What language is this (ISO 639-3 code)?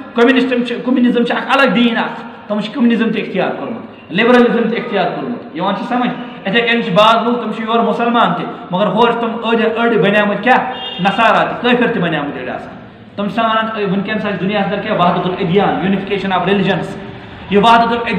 kas